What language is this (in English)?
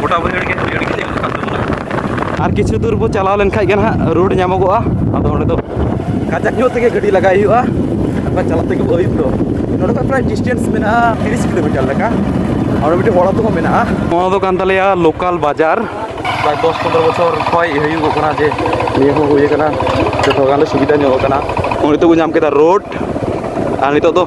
Santali